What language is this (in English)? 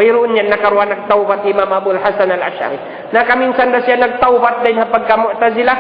Tausug